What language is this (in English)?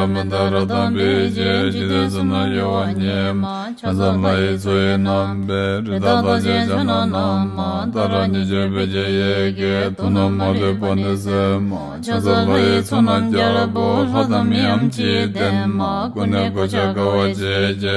Tibetan